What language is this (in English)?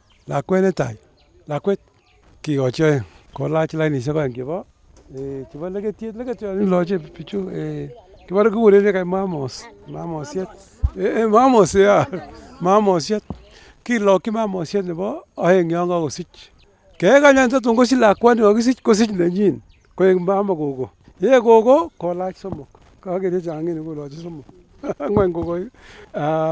Kalenjin